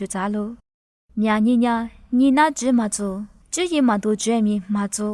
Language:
Lisu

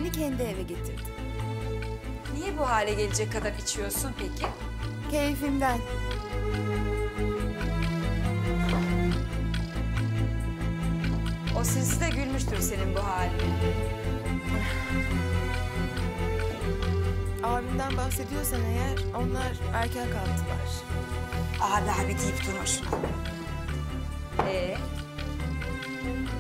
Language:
Turkish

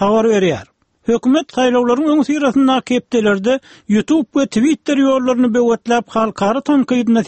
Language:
Turkmen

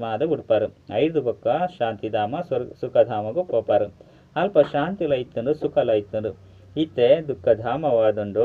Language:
Tulu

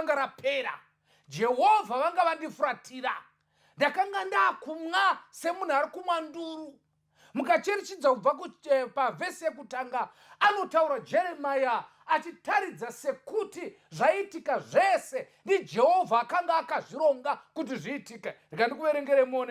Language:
Shona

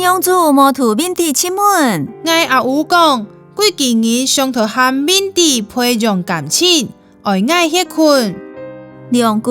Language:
Hakka Chinese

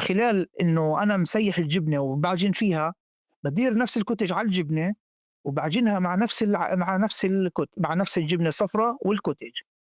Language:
North Levantine Arabic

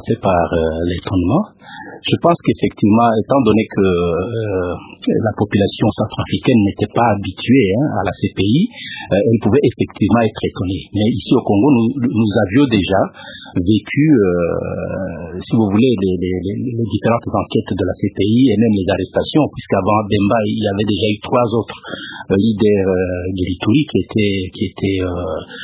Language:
French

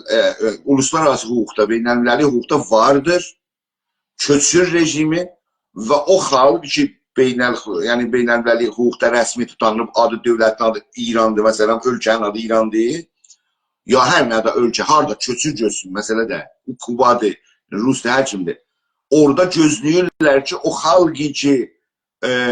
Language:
South Azerbaijani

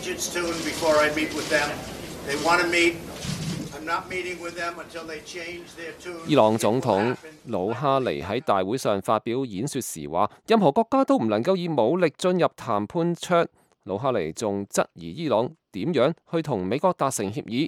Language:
Cantonese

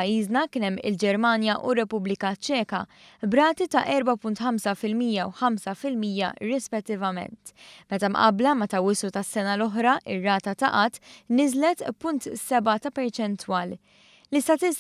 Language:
Maltese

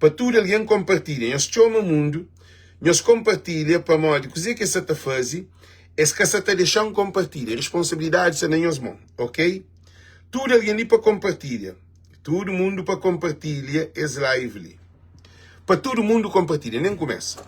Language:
Kabuverdianu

